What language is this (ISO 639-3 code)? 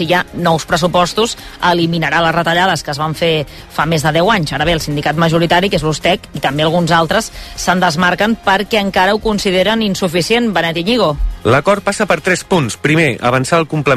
cat